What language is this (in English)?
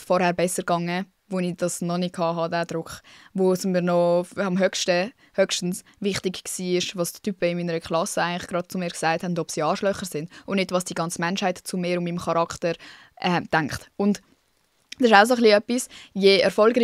Swiss German